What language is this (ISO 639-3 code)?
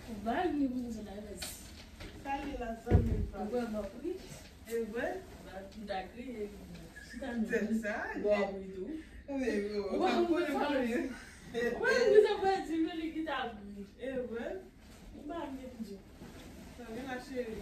hat